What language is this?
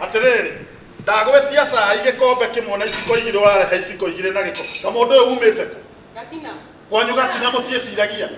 Kikuyu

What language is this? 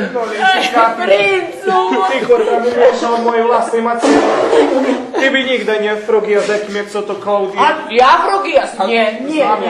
Rusyn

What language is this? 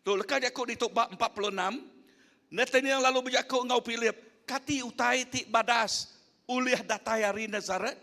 Iban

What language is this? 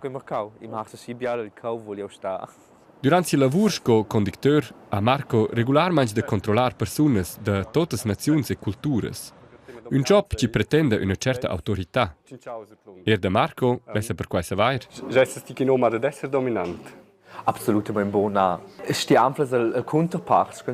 Romansh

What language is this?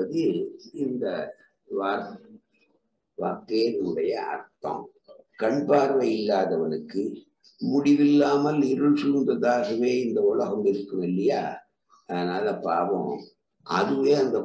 Tamil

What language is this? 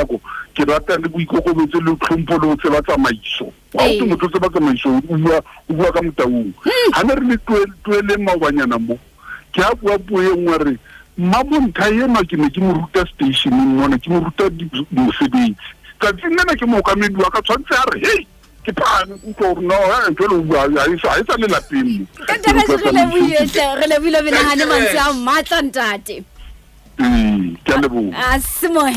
Southern Sotho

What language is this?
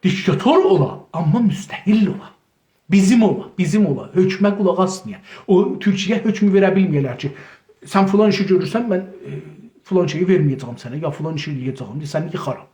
South Azerbaijani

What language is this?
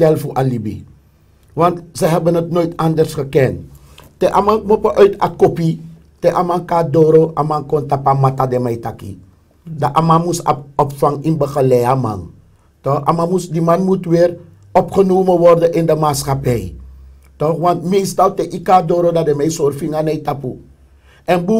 Sranan Tongo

